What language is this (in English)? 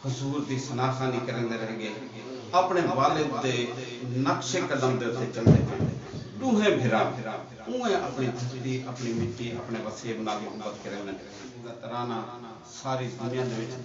Saraiki